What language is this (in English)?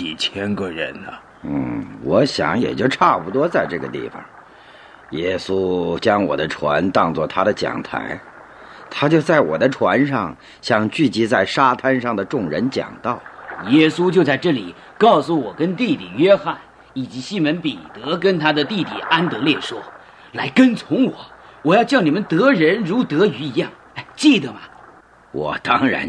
Chinese